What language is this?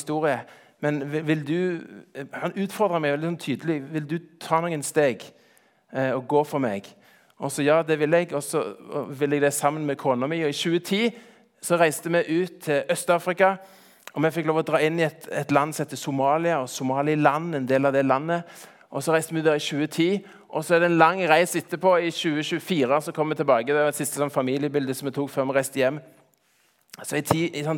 Norwegian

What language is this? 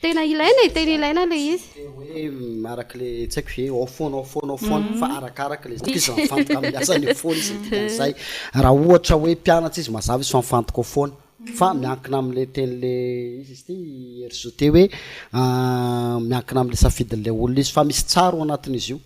Malagasy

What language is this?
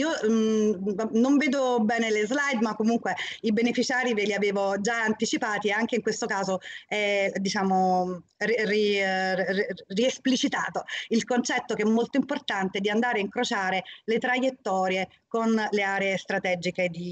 Italian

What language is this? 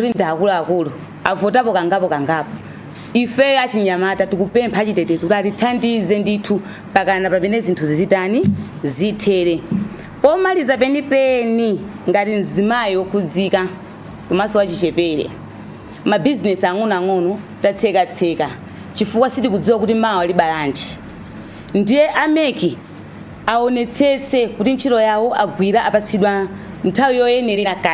Nyanja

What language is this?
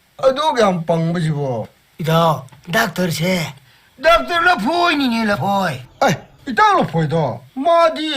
Tangkhul Naga (India)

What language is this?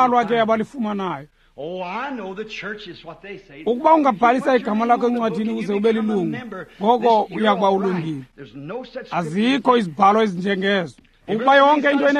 Xhosa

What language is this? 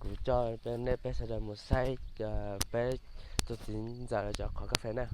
Hmong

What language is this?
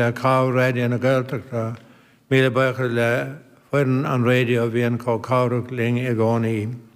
Irish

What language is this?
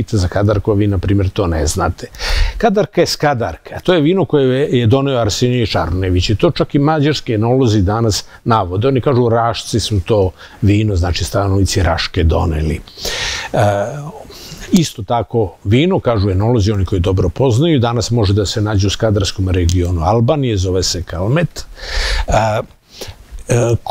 Serbian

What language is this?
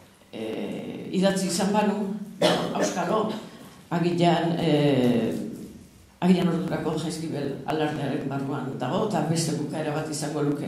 Basque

